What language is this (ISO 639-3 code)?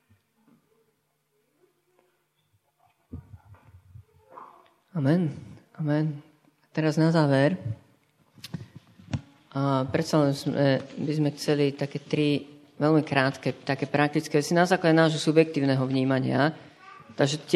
slk